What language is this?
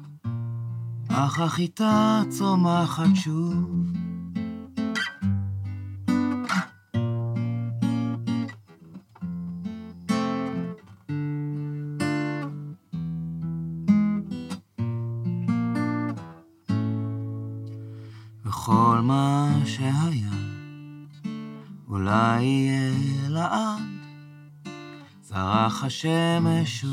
Hebrew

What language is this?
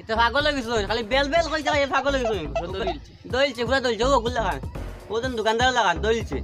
Sylheti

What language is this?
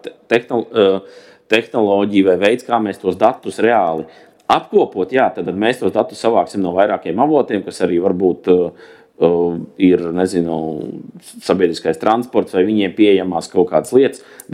Latvian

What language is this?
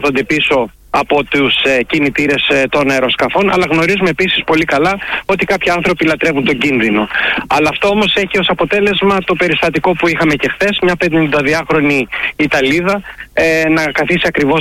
Greek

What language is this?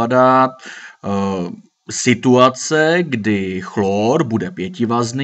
Czech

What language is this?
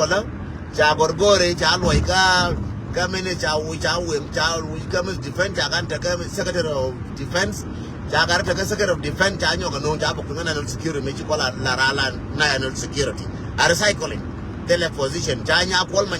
Nuer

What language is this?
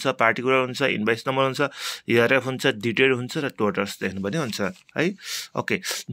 Nepali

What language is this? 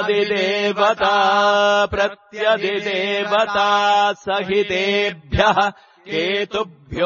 Sanskrit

